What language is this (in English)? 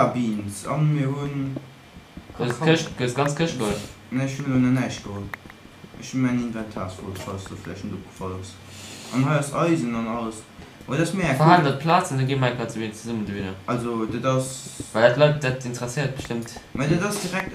Luxembourgish